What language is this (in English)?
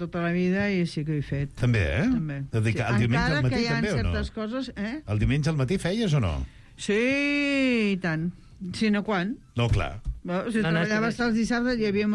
Catalan